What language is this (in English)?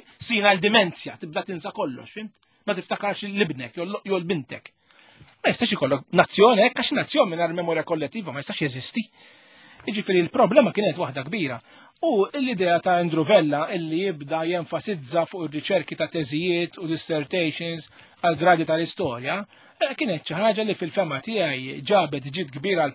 Maltese